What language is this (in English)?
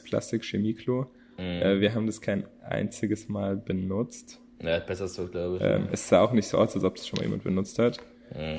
German